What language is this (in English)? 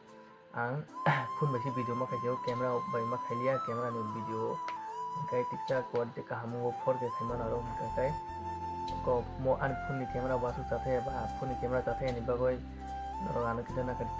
Kok Borok